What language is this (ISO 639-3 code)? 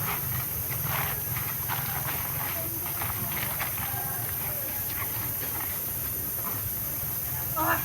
tts